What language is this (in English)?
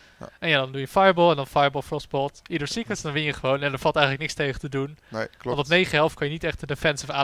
Dutch